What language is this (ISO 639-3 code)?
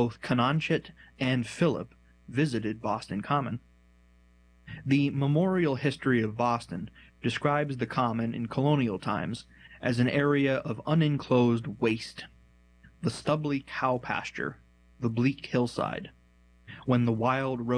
eng